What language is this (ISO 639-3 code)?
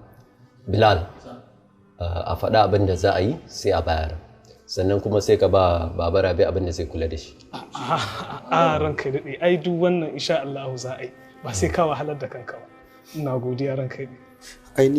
hau